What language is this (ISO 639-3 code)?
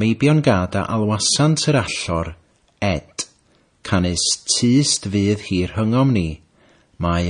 cym